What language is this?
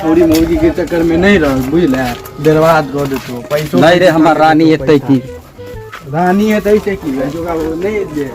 Maithili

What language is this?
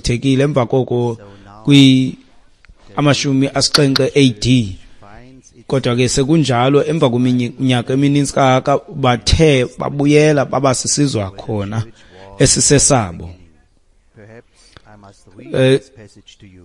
Xhosa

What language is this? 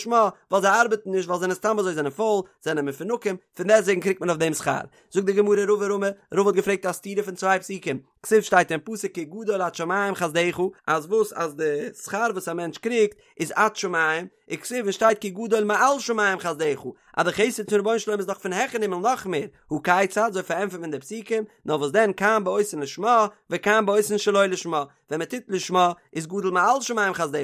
Yiddish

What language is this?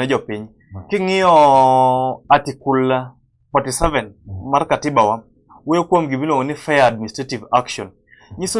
Luo (Kenya and Tanzania)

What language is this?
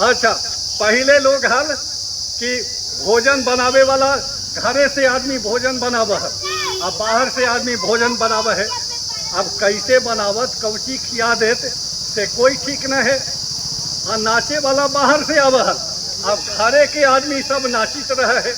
Magahi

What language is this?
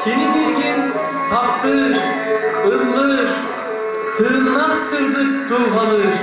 Yakut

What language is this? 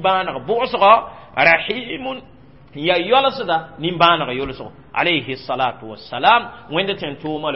Mossi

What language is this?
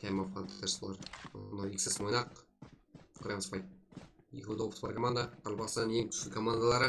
Kara-Kalpak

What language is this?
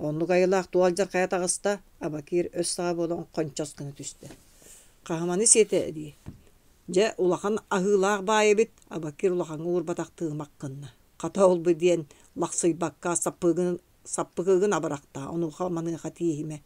Yakut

